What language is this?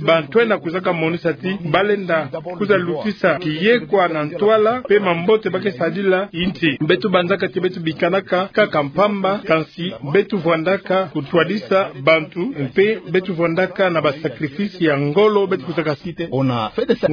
Kituba (Democratic Republic of Congo)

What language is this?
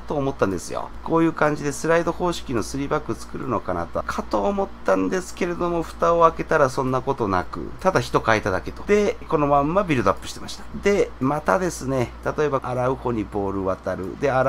Japanese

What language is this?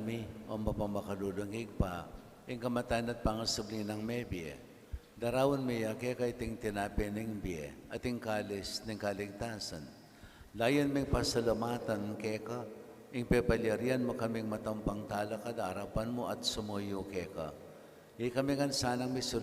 Pampanga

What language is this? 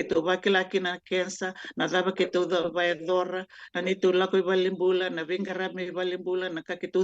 Fijian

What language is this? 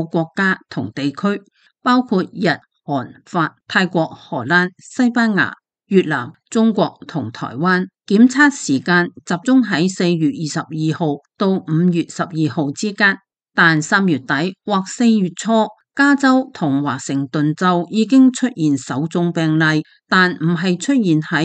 Cantonese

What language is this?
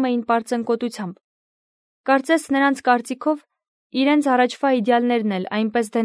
Armenian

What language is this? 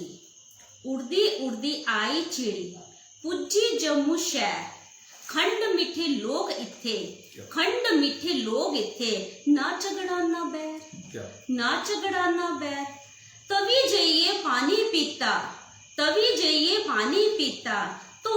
Dogri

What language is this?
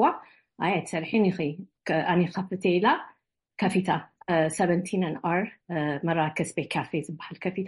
Tigrinya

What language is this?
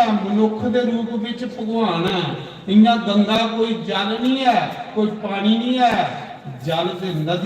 Dogri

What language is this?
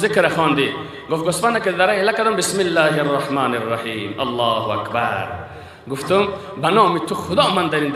Persian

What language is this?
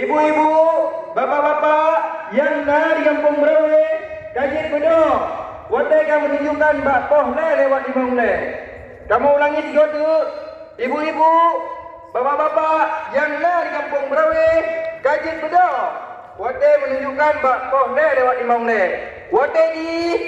Achinese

